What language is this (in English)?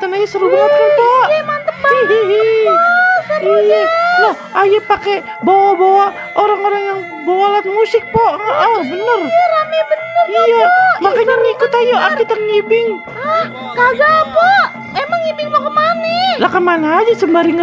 Betawi